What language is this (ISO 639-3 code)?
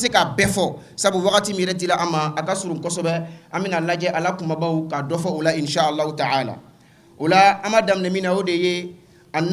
bam